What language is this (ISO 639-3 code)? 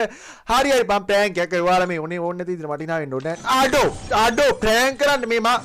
sin